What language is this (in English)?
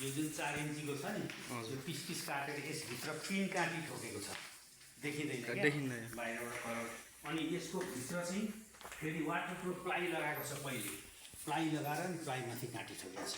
Nepali